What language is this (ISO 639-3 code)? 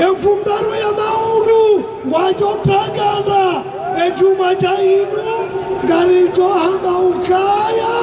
zdj